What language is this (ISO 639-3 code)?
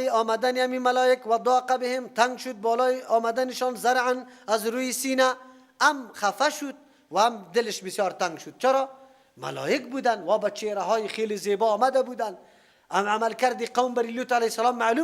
fas